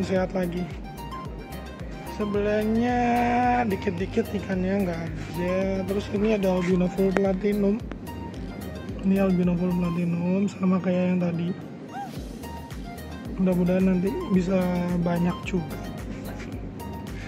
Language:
Indonesian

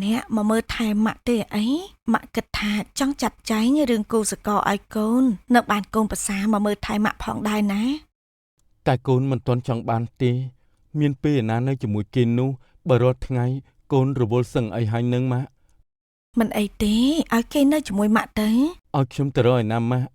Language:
Khmer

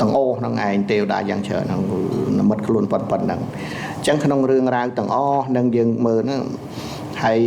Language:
Khmer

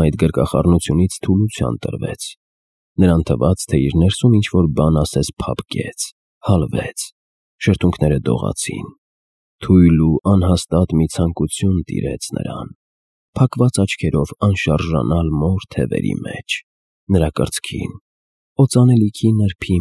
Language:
Armenian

